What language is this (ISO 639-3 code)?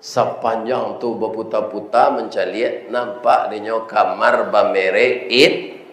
min